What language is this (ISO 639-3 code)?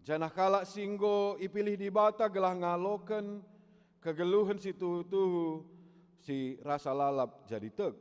btx